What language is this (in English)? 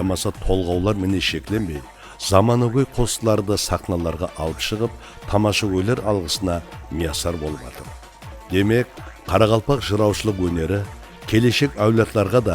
Kara-Kalpak